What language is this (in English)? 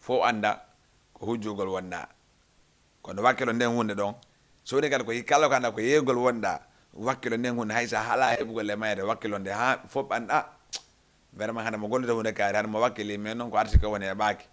Fula